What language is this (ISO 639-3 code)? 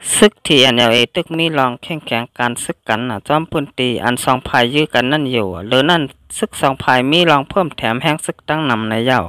shn